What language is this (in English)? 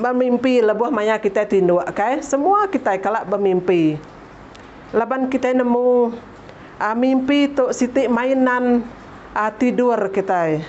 Iban